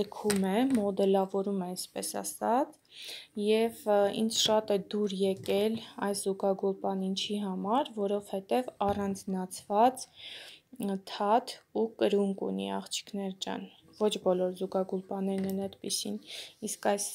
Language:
Armenian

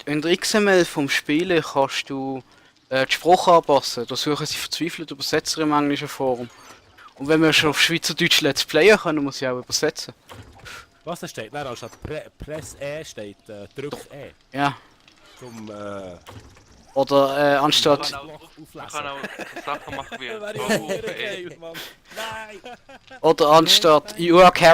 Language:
Swiss German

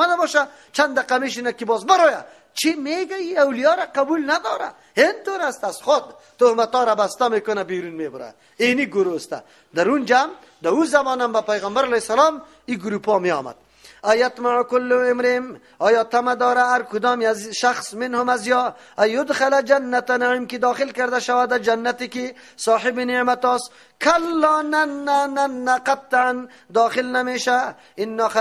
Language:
Persian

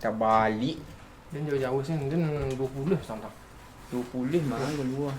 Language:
Minangkabau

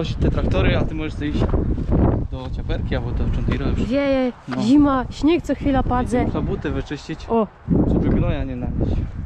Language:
Silesian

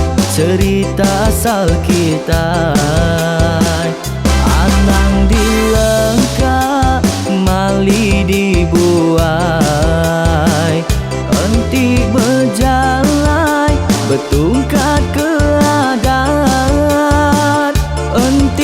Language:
Iban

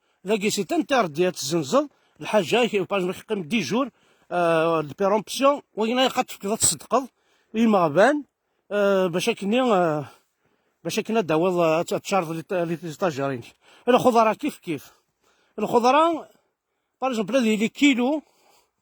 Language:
Kabyle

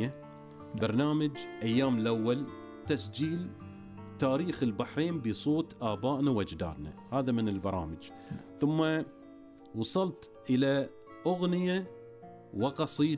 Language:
Arabic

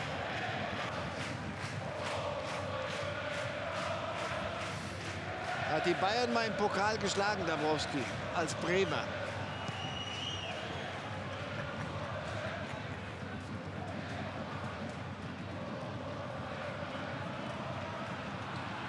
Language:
German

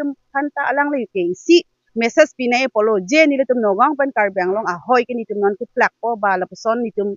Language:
Karbi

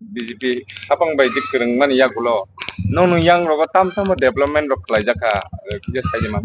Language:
Kok Borok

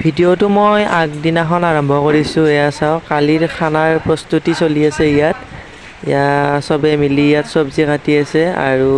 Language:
Assamese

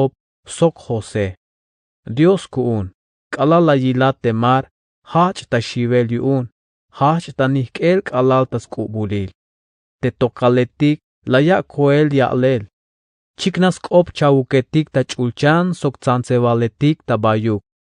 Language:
Tzeltal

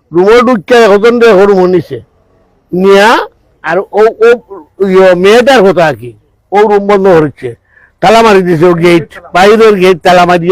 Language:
Sylheti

